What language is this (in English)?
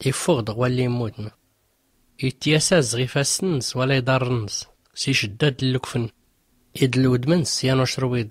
Tachelhit